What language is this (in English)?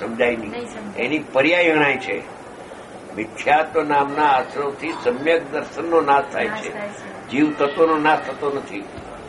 Gujarati